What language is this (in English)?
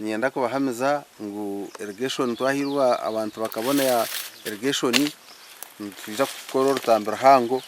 Nyankole